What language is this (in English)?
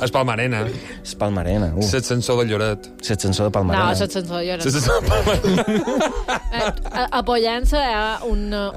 Catalan